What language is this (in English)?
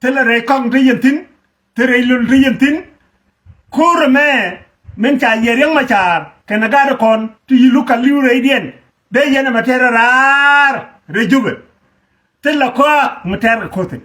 Nuer